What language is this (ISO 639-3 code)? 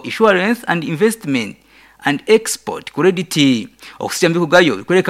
nyn